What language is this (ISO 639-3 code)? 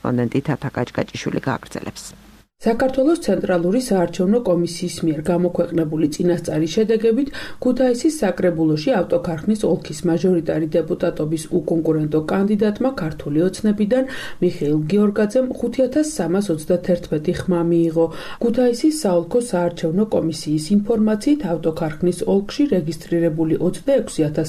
kat